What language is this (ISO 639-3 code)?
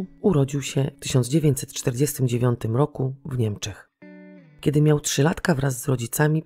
pol